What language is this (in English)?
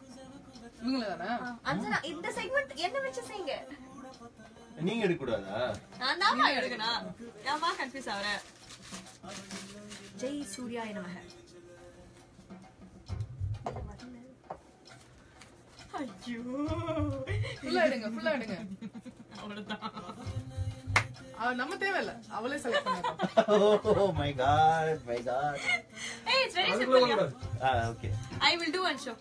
Tamil